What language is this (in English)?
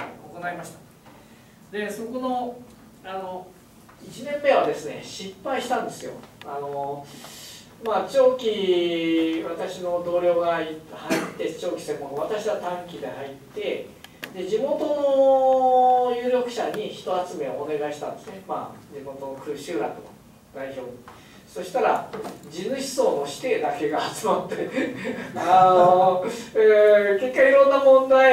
Japanese